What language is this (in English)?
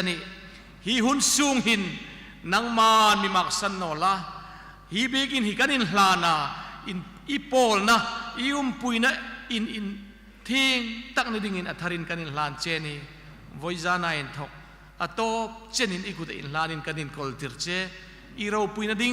Hmar